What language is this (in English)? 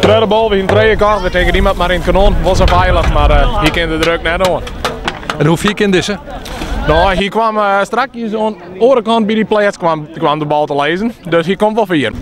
Western Frisian